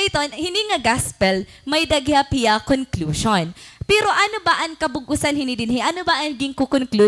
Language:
Waray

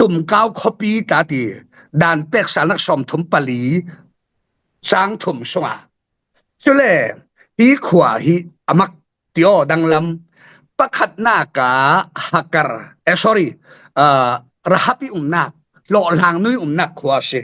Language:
Falam Chin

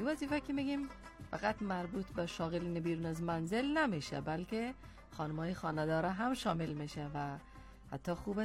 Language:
Persian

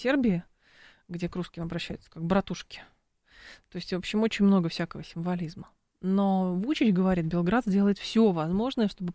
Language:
Russian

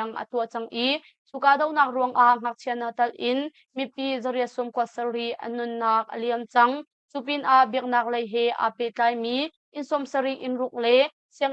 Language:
Hakha Chin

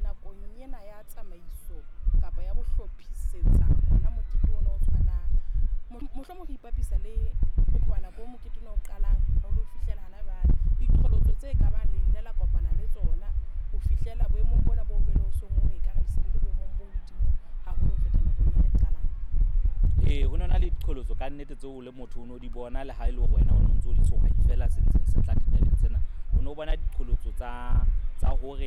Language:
Southern Sotho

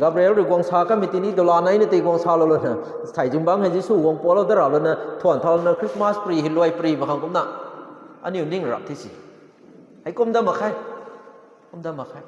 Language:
Rongmei Naga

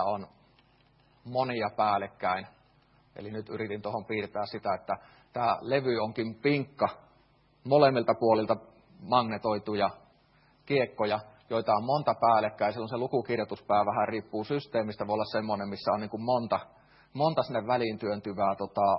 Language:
Finnish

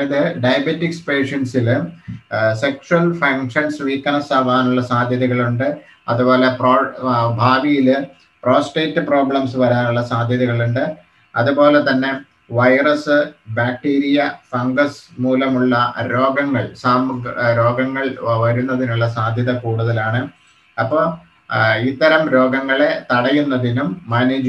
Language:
Malayalam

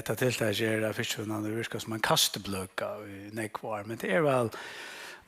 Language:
Faroese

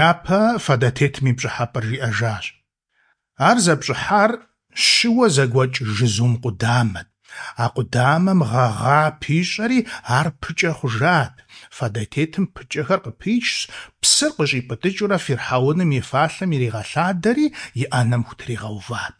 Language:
Kabardian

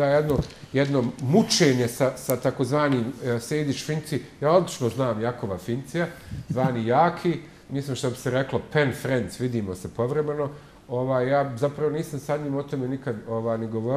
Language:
Bosnian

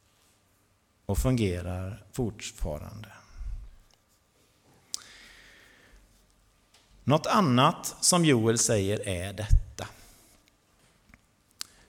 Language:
Swedish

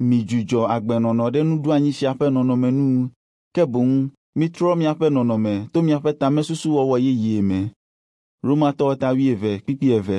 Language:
Ewe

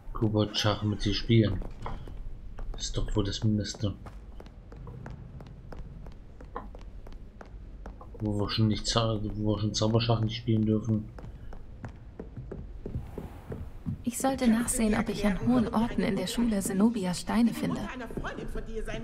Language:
German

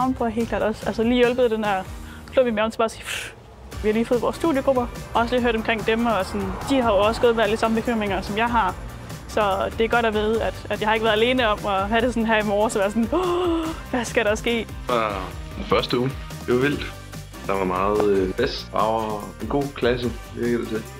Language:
Danish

